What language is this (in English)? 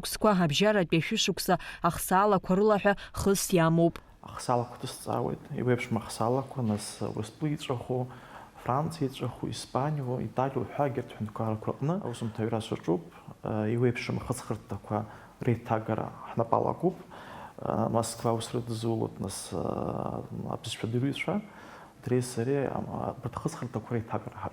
Abkhazian